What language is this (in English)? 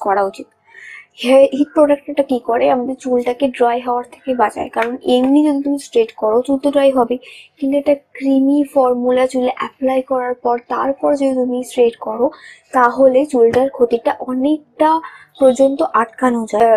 Bangla